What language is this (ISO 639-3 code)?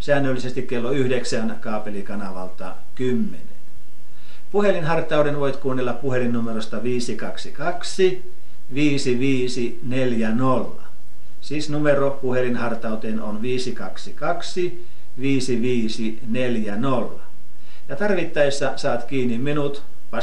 fin